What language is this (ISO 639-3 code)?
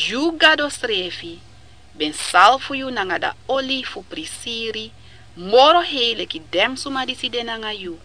srn